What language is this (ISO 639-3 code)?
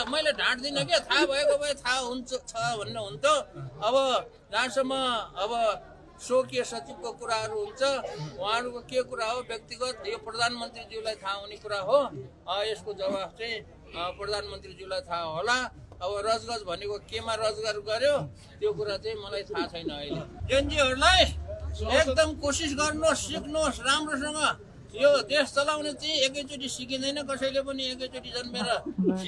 nep